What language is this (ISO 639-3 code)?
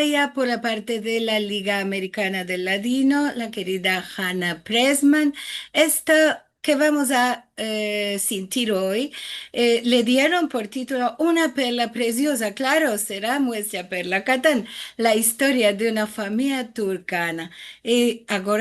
lad